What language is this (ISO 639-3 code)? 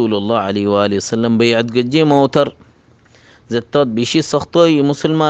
rhg